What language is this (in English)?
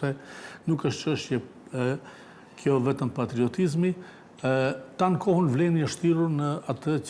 Albanian